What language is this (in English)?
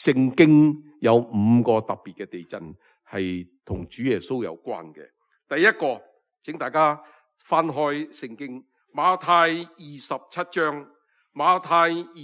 Cantonese